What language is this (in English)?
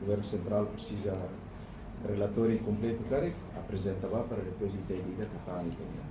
Tetum